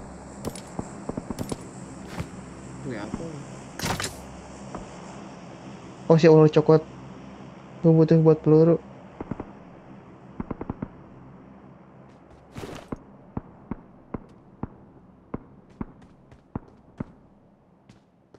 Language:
Indonesian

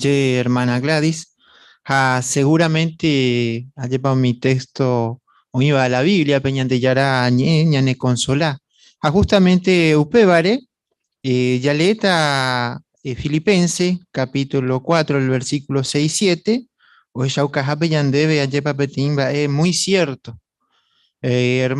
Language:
Guarani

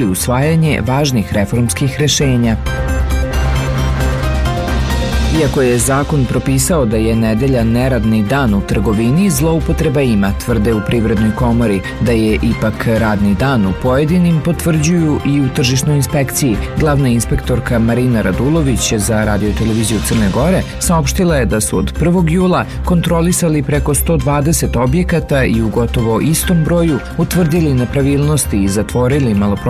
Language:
Serbian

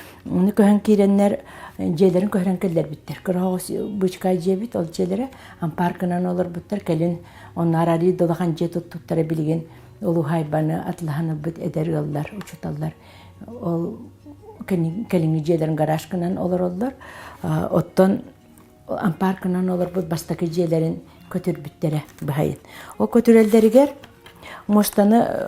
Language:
Yakut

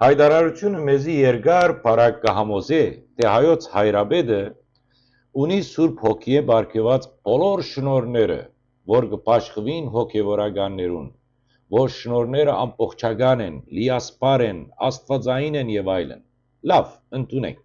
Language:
Western Armenian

